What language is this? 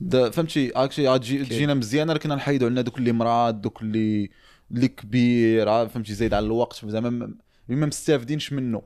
Moroccan Arabic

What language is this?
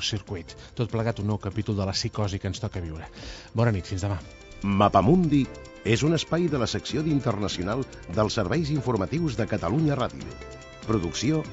Catalan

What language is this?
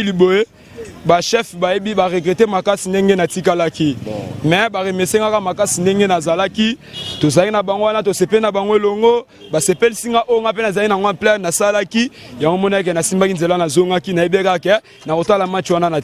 Lingala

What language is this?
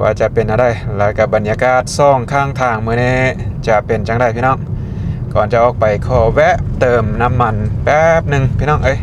Lao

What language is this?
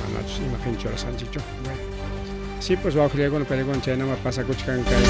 Ayacucho Quechua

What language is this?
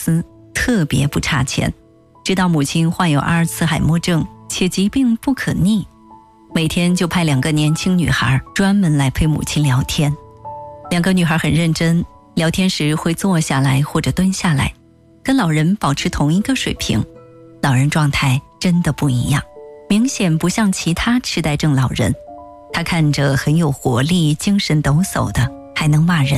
Chinese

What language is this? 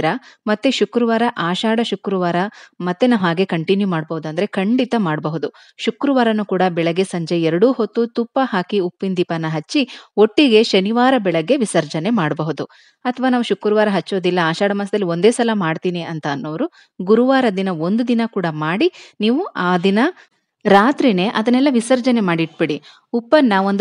Kannada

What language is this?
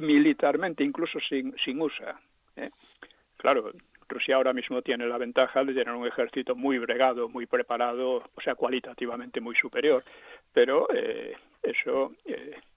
Spanish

